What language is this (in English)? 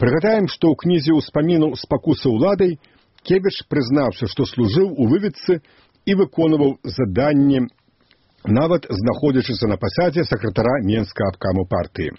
Belarusian